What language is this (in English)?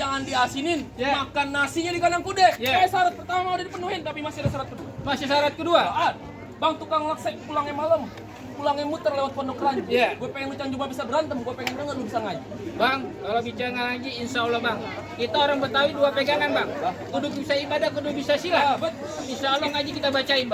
Betawi